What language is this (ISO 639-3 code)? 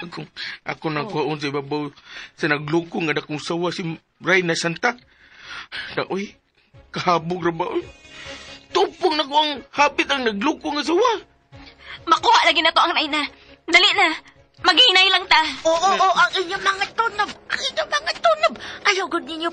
ceb